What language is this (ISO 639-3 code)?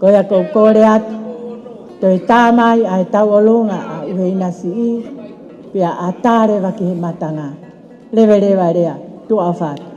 ton